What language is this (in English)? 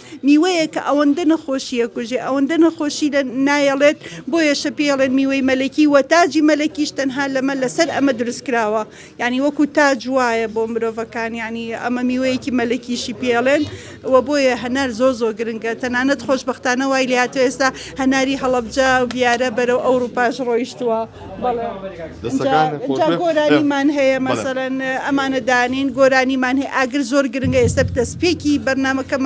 Central Kurdish